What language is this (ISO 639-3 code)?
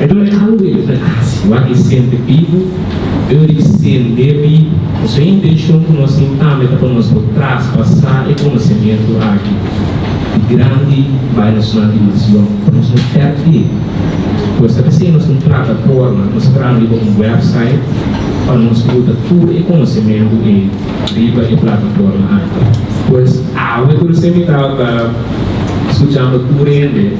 pap